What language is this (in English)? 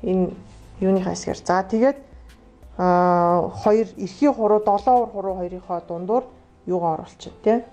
Mongolian